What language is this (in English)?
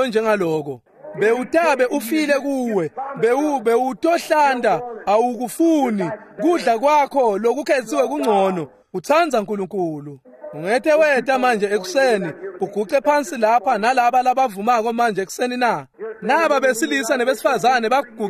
Swati